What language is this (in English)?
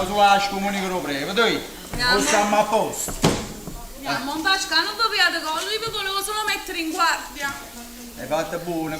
Neapolitan